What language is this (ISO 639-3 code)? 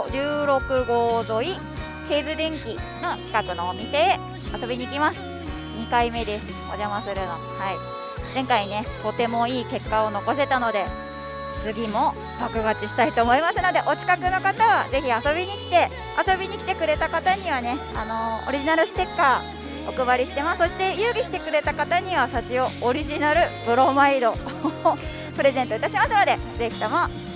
jpn